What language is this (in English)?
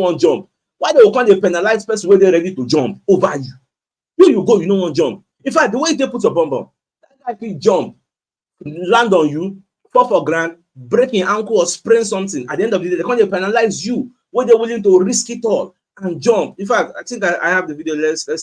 Nigerian Pidgin